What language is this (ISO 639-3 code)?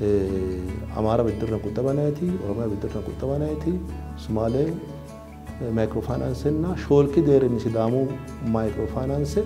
sid